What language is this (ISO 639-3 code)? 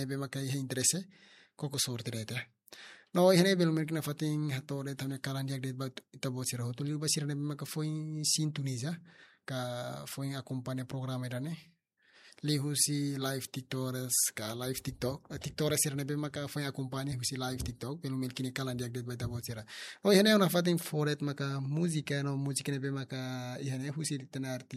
tet